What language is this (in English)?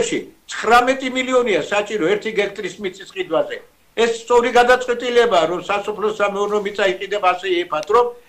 Georgian